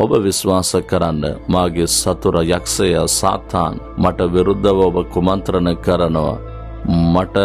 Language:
Sinhala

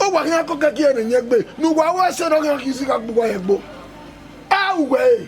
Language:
Bini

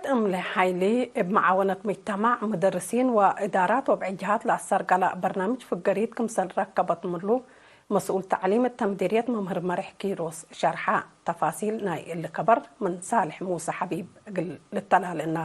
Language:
Tigre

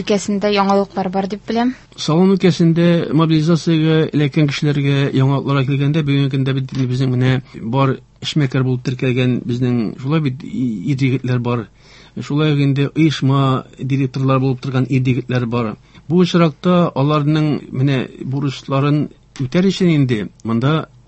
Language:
Tatar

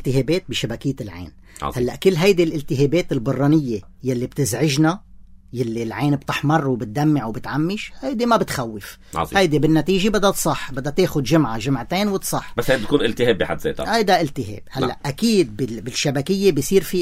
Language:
North Levantine Arabic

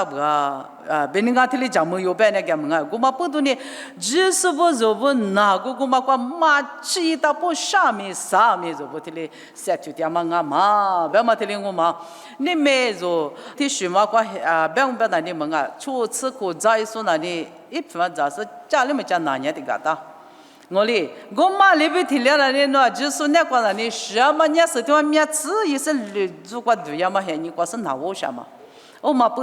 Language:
Lisu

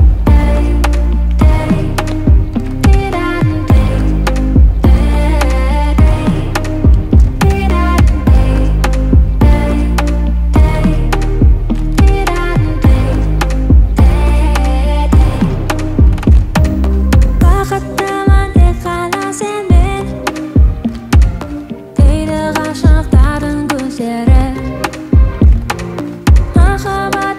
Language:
Kazakh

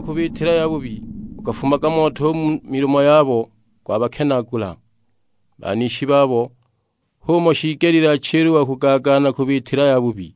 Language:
Sukuma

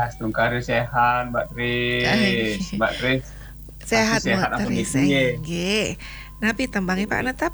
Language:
Balinese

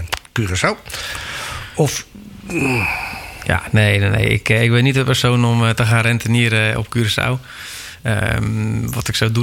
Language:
Dutch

